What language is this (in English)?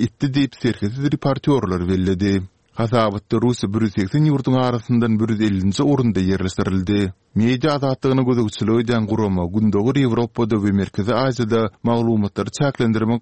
Turkmen